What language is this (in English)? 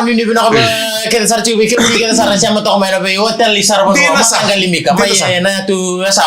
Fijian